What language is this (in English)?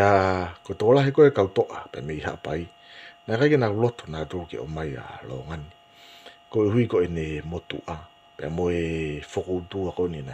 Tongan